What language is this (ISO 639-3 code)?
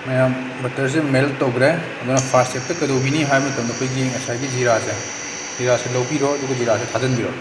mni